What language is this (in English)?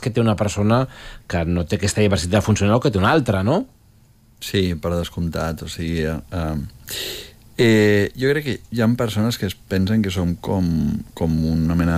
Catalan